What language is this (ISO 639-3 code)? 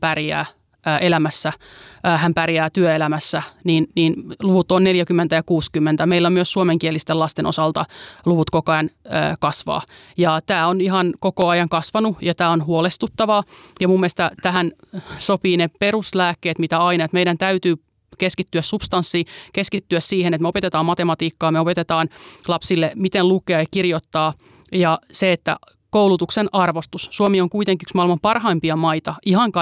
fin